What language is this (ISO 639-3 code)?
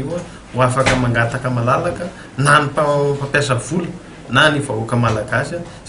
mlg